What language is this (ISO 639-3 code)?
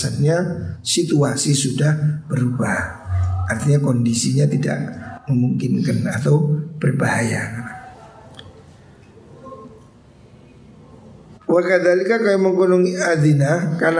ind